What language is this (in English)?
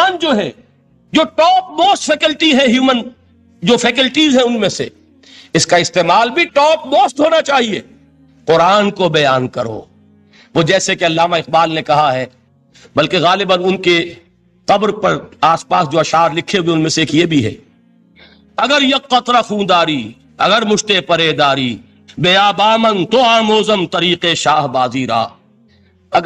Urdu